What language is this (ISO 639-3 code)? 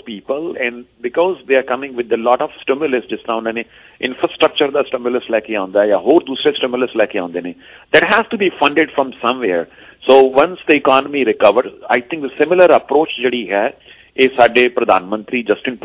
pan